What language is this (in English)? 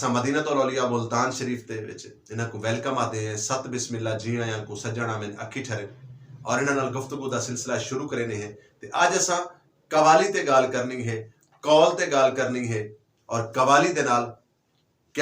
Saraiki